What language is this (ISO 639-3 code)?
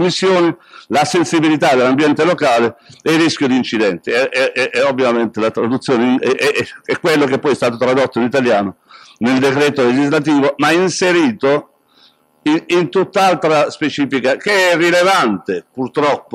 ita